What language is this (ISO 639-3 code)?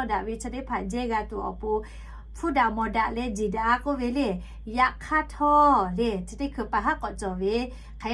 lhu